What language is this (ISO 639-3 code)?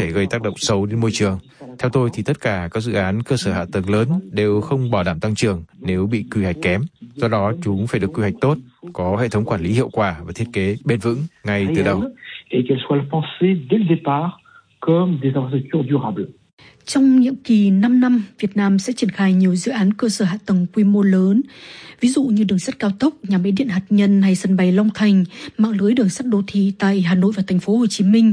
vie